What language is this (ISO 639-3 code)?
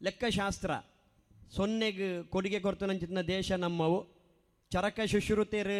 tcy